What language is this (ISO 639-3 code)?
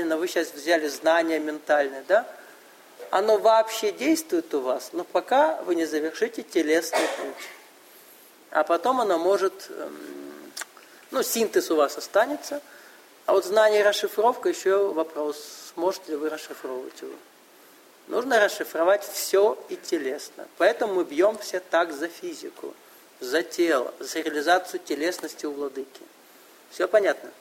rus